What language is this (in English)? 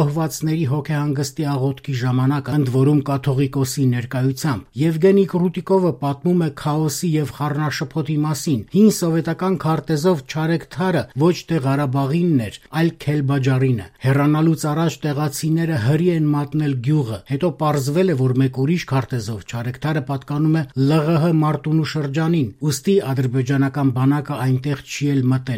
Armenian